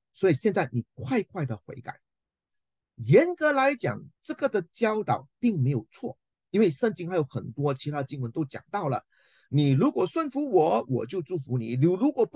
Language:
Chinese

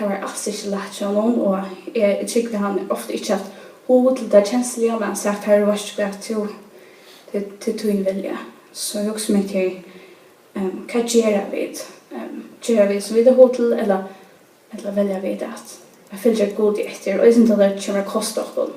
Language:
Faroese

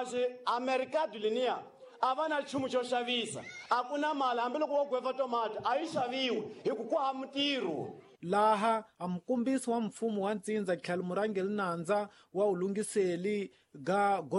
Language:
Tsonga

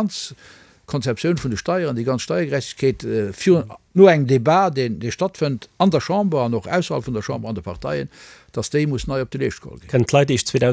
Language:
Luxembourgish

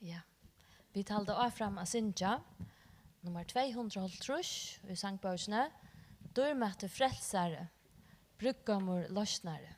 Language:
Faroese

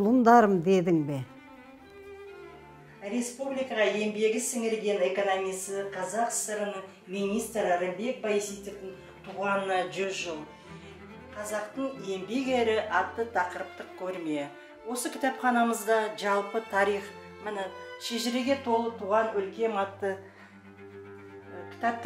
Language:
Kazakh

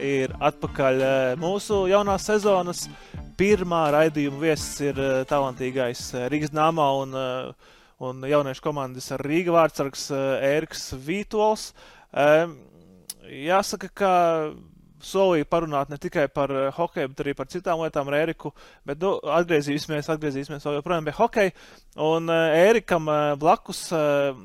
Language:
Latvian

